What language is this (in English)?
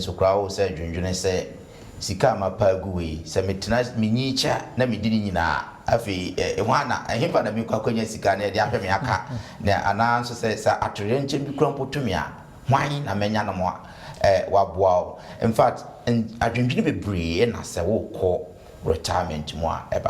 Akan